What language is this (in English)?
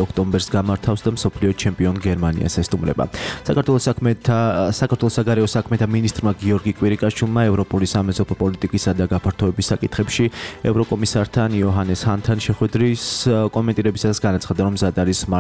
Georgian